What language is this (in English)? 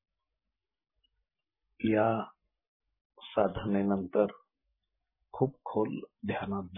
Marathi